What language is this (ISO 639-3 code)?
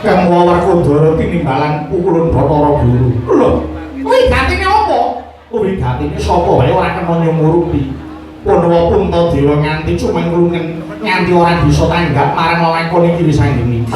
jav